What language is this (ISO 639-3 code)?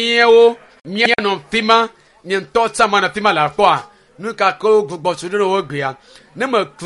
ewe